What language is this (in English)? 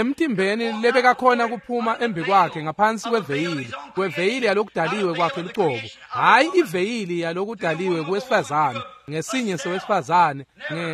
Swati